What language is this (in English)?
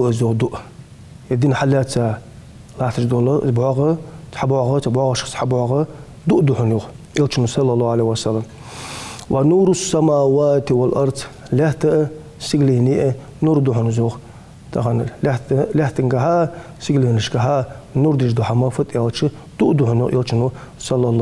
Ingush